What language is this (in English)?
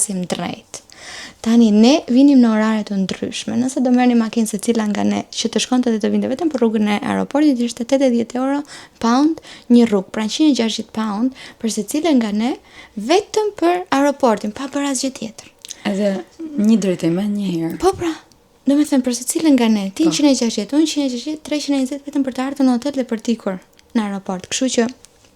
Albanian